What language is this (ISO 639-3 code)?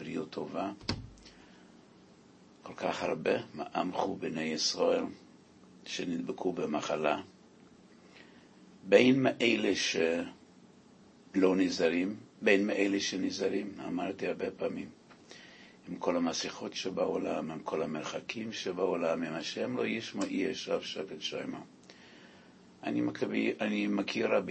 heb